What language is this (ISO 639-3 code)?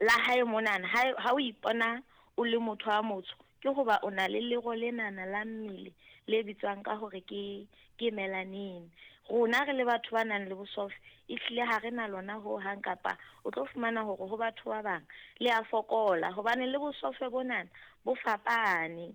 sot